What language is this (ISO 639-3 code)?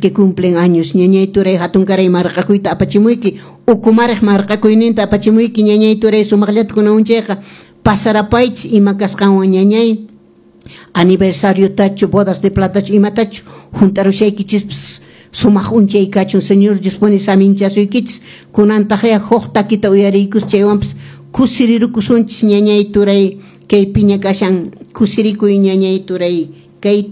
que